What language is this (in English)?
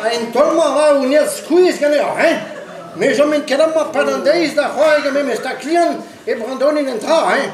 Breton